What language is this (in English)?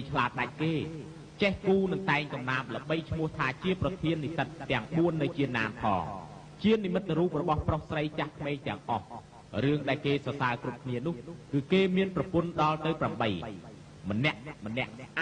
Khmer